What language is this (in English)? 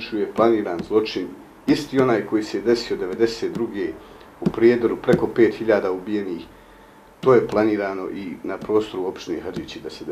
Bosnian